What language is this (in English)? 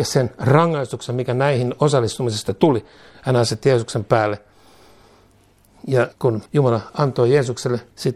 Finnish